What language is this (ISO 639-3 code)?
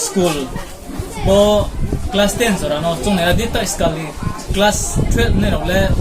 ria